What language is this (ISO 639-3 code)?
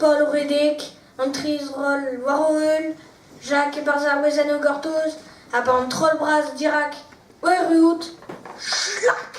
bre